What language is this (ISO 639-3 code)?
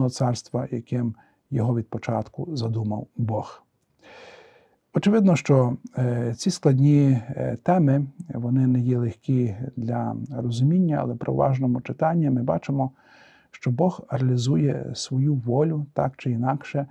ukr